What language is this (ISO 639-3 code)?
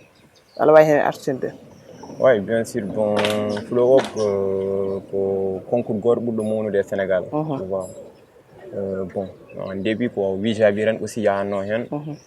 ful